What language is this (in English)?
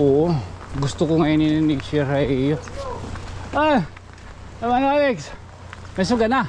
Waray